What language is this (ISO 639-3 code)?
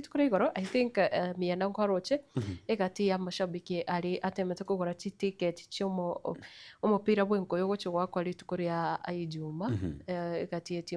guz